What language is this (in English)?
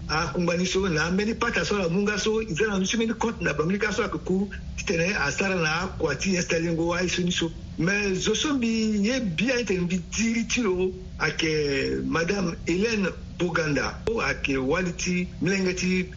Sango